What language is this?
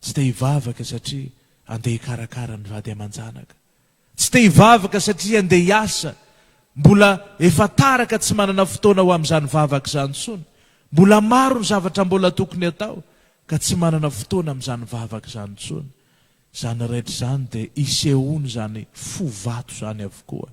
Malagasy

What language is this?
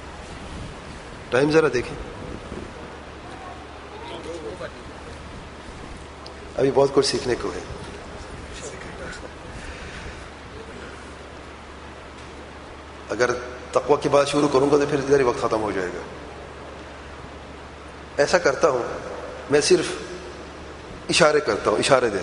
Urdu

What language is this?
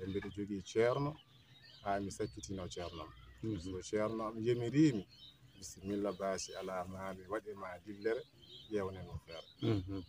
Fula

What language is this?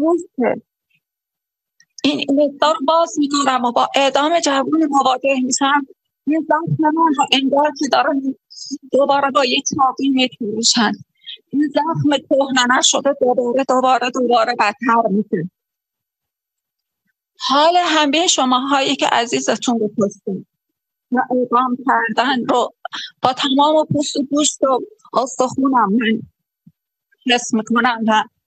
Persian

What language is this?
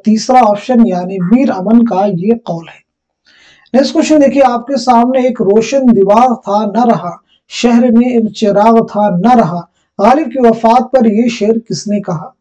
Urdu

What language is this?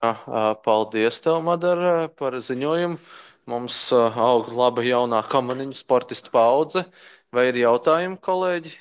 Latvian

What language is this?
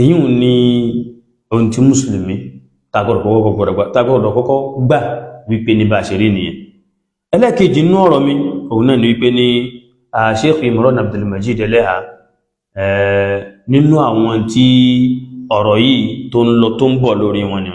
Yoruba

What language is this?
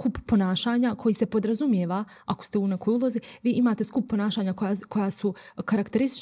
Bosnian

